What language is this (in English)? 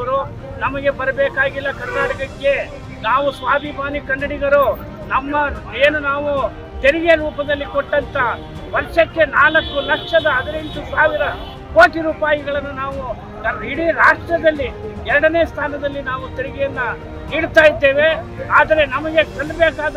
Kannada